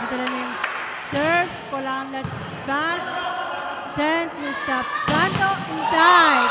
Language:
Pohnpeian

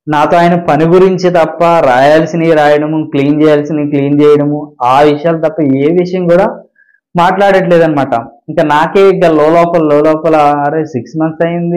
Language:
Telugu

